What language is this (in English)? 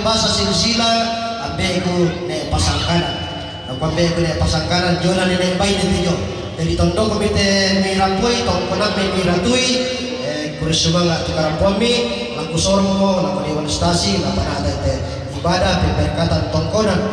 Toraja-Sa'dan